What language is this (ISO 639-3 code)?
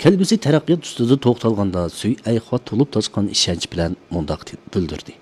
uig